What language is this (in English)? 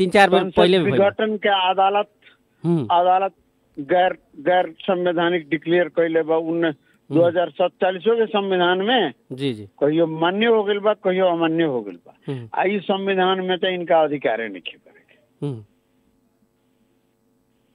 Bhojpuri